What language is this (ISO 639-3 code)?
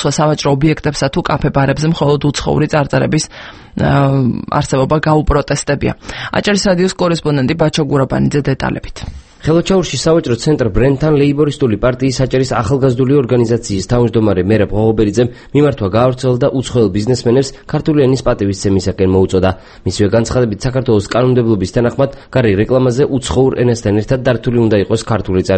kat